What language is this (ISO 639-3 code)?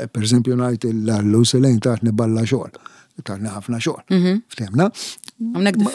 mlt